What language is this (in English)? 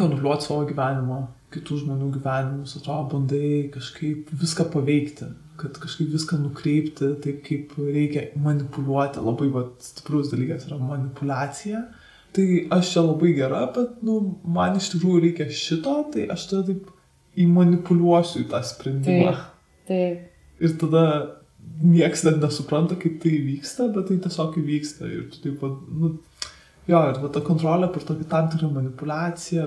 Lithuanian